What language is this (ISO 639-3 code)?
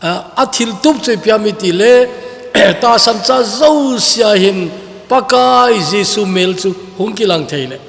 tcz